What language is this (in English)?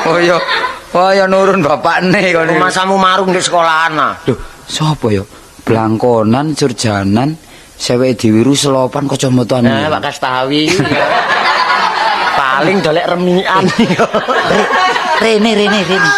Javanese